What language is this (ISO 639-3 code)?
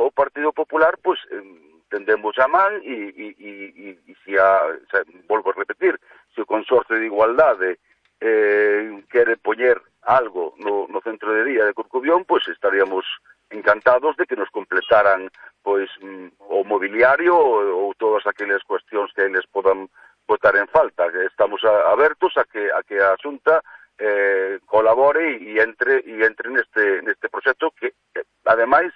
glg